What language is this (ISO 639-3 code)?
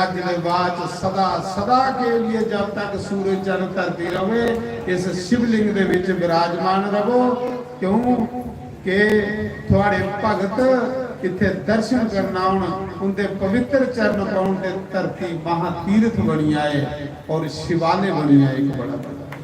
doi